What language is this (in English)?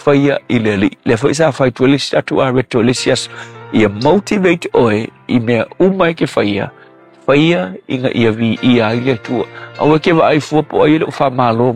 Samoan